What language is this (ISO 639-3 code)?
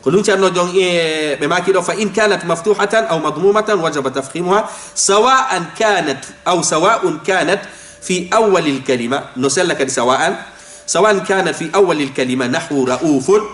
ful